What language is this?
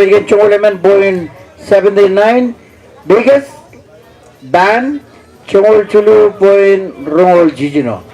Marshallese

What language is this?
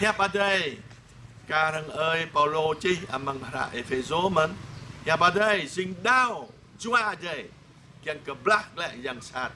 Jarai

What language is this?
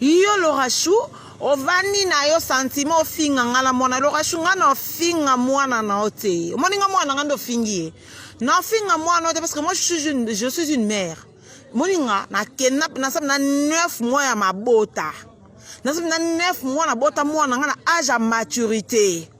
Lingala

